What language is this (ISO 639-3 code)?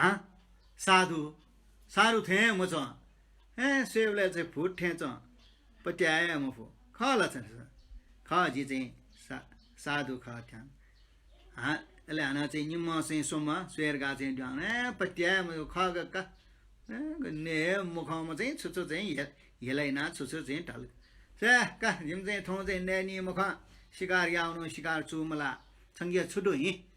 new